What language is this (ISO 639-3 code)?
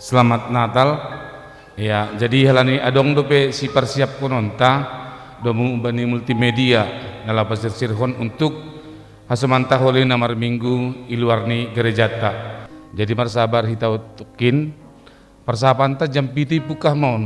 bts